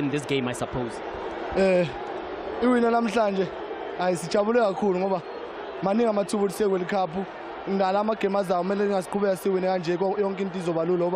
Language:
Zulu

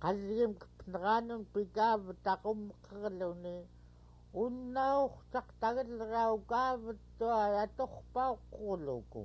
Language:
Central Yupik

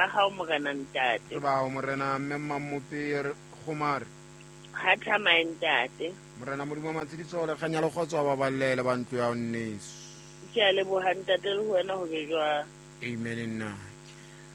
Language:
Southern Sotho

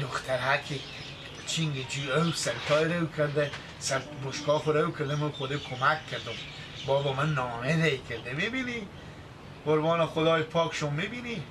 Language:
Persian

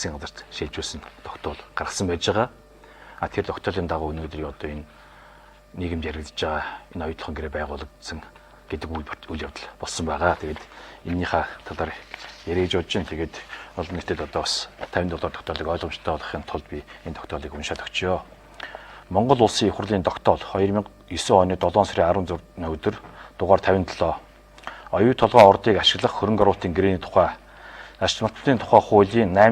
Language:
Mongolian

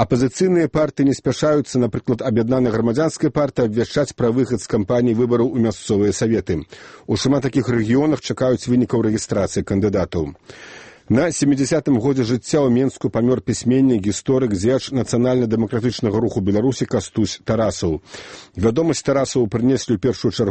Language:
Belarusian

